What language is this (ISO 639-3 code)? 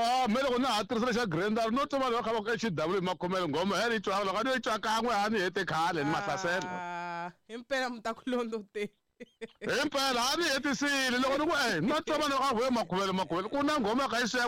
tso